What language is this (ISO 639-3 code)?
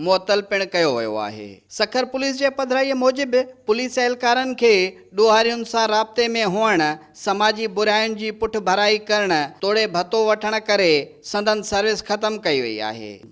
snd